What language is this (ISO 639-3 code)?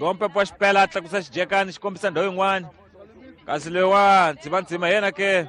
tso